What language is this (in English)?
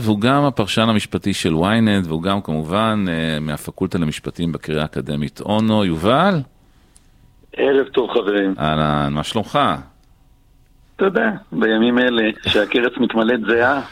Hebrew